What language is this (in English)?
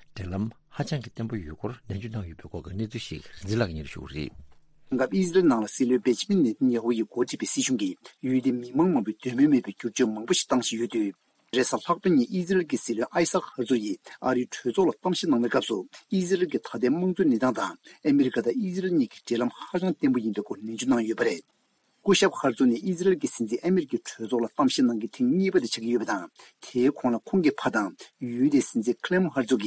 Tibetan